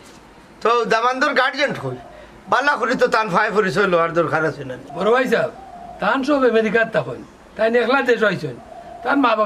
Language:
Sylheti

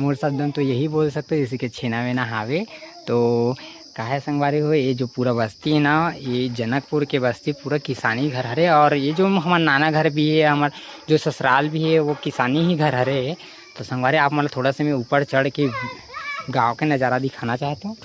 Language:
Chhattisgarhi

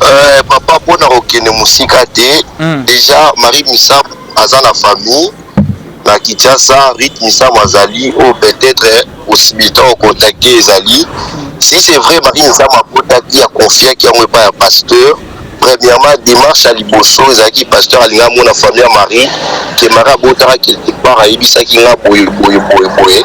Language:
Lingala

